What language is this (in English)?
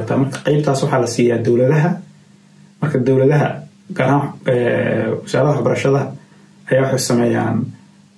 Somali